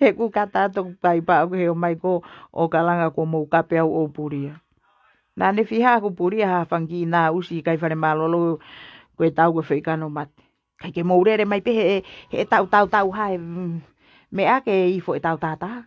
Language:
Tongan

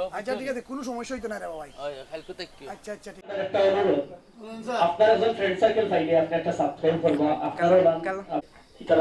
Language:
Sylheti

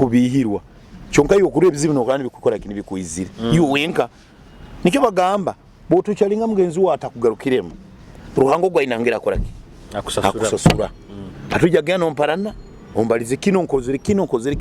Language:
Nyoro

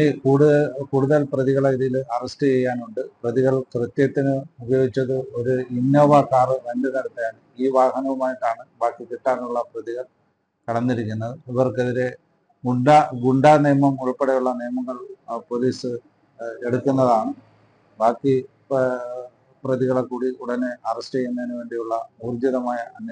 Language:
Malayalam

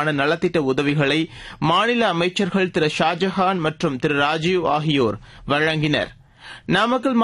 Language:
Tamil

